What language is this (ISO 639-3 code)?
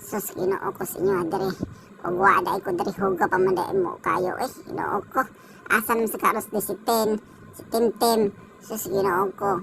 ceb